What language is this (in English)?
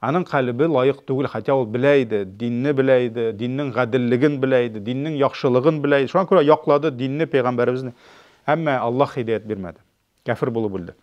Tatar